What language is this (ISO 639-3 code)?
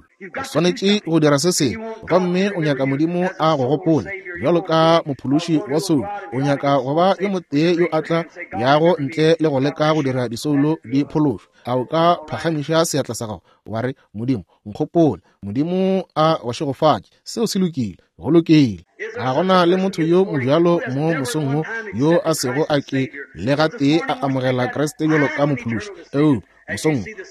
nso